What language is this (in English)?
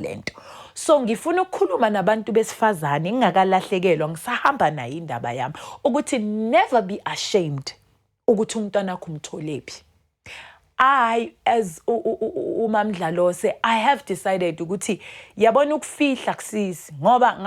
Zulu